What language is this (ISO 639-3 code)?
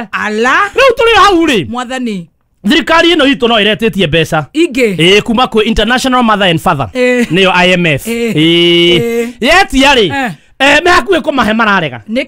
kik